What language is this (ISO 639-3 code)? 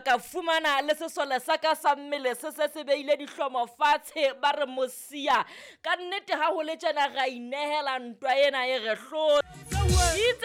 sot